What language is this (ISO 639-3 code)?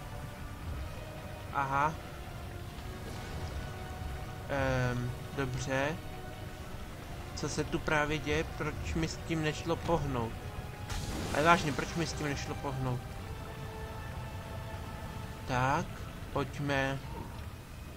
ces